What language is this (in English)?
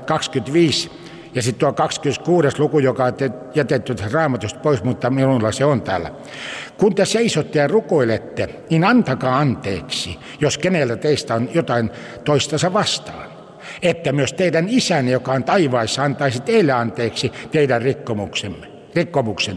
Finnish